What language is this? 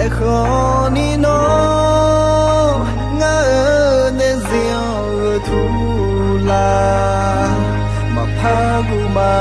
Akha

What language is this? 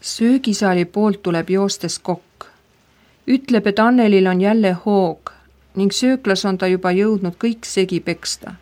Estonian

